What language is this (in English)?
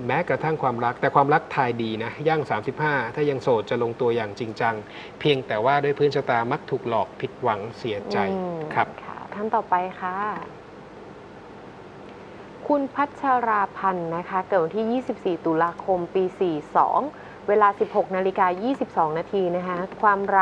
Thai